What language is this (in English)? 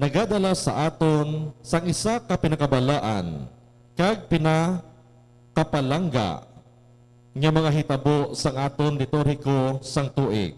Hiligaynon